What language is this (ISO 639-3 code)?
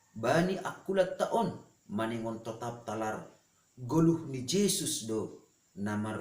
bts